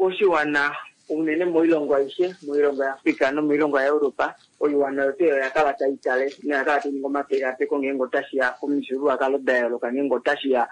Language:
Kuanyama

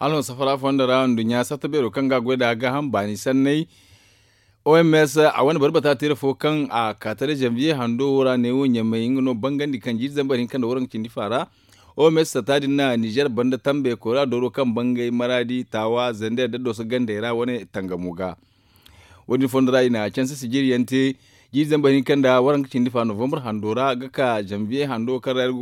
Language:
Zarma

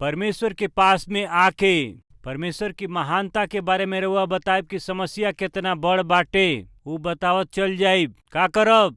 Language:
Bhojpuri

